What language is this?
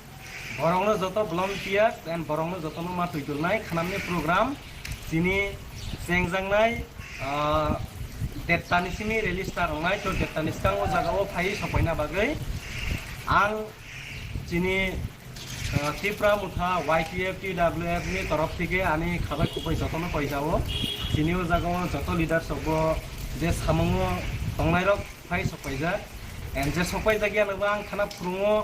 Kok Borok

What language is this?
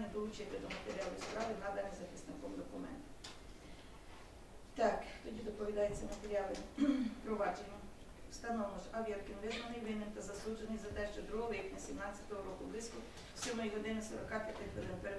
Ukrainian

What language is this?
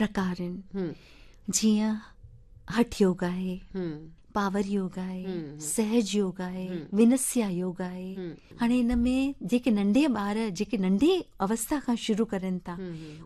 Sindhi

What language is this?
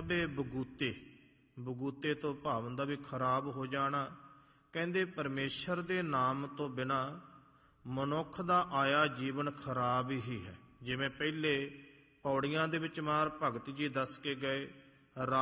Punjabi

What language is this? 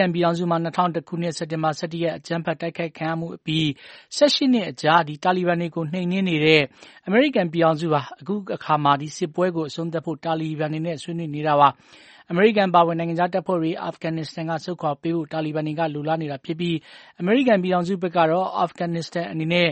Burmese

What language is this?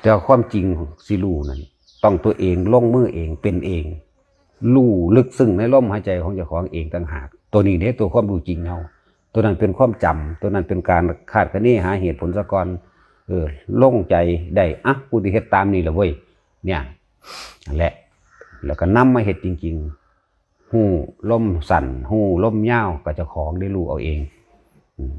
Northeastern Thai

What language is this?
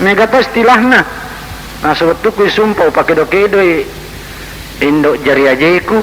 Buginese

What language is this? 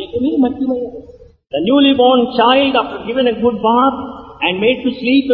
Telugu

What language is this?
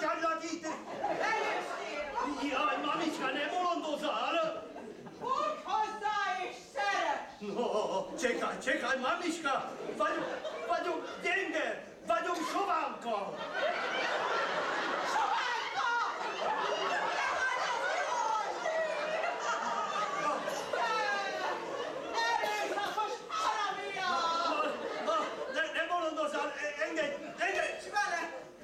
Hungarian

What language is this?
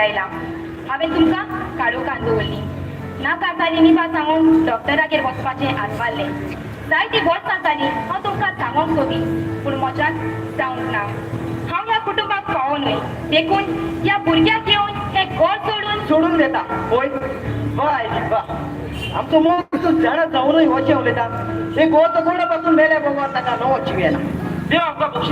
Konkani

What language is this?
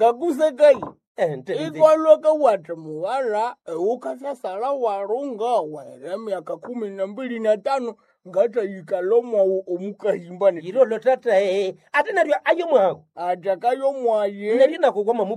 Nande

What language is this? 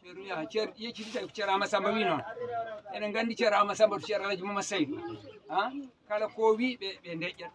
Fula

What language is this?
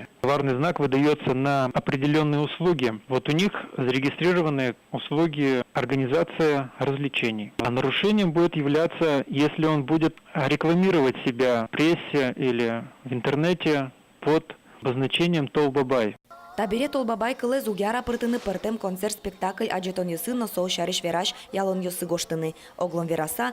Udmurt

